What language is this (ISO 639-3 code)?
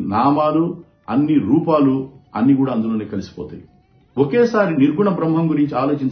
tel